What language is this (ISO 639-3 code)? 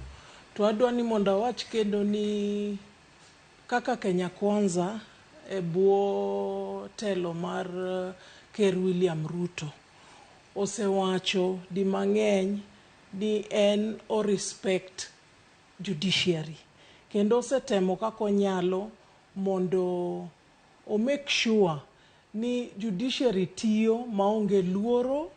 luo